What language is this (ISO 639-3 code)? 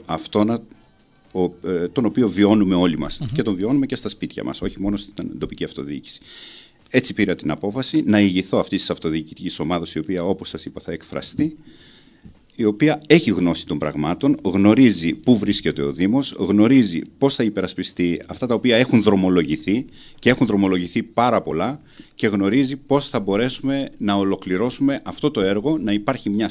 ell